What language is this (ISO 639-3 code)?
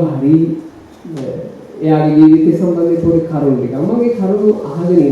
sin